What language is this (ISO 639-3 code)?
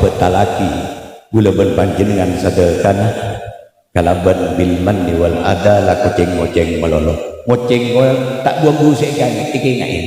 mad